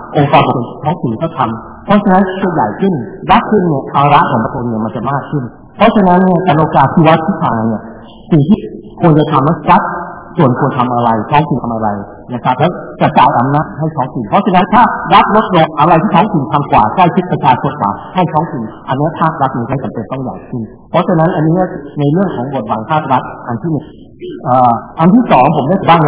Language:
Thai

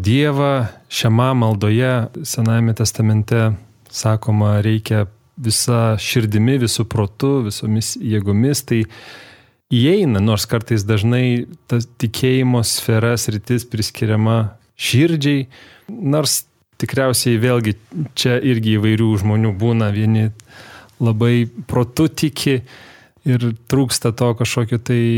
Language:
Lithuanian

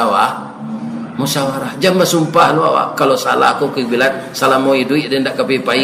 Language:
Minangkabau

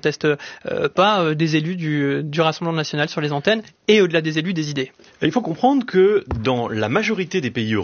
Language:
French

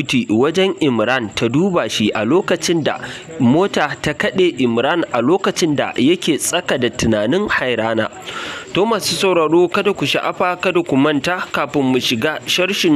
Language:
Hausa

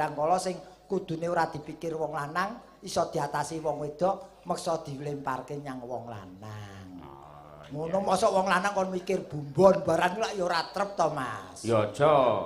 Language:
Javanese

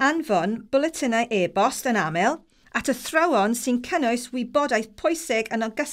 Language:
Welsh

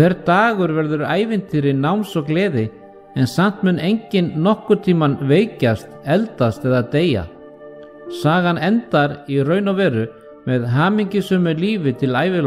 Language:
Icelandic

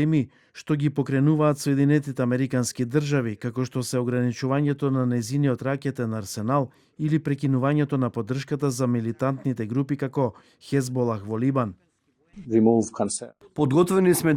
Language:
Macedonian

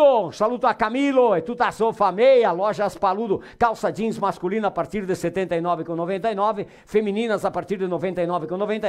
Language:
Venetian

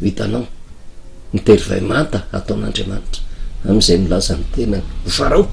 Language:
Malagasy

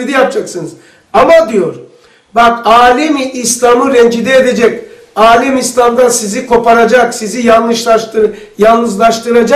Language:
Turkish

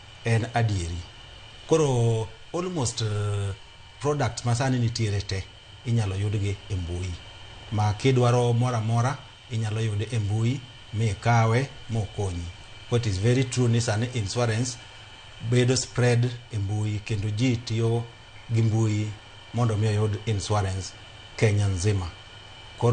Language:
Luo (Kenya and Tanzania)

